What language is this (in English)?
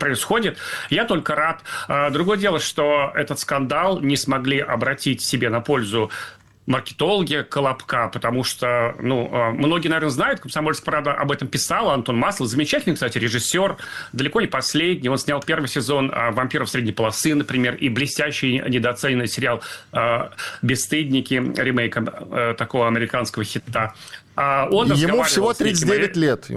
Russian